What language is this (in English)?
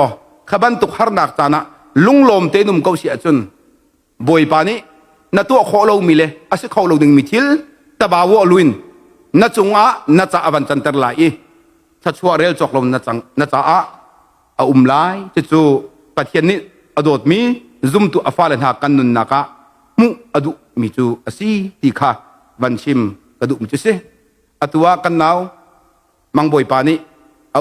Hakha Chin